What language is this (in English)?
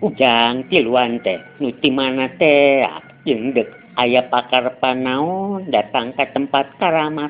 Sundanese